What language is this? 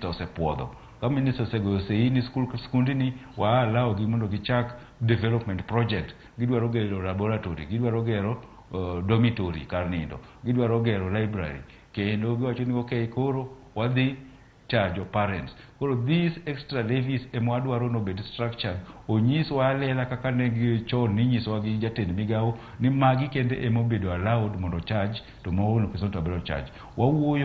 Luo (Kenya and Tanzania)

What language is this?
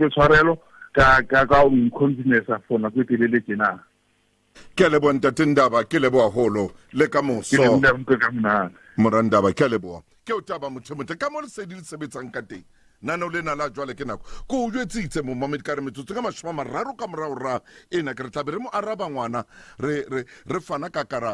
Southern Sotho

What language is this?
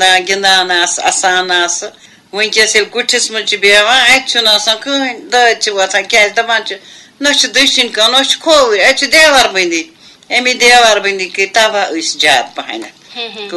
Kashmiri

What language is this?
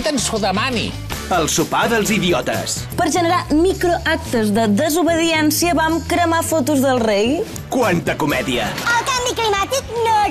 Catalan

